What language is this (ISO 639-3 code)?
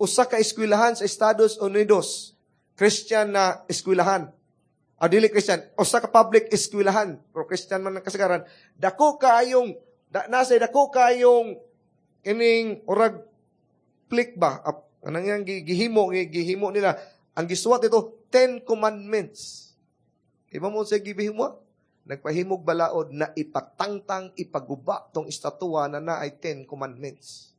ceb